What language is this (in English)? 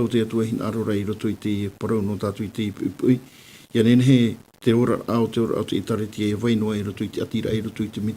Tahitian